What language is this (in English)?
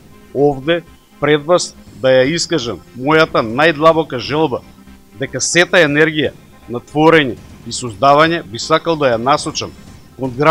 Macedonian